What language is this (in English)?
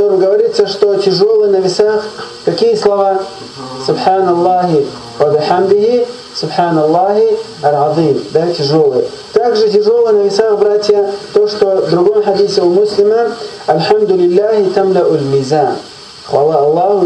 Russian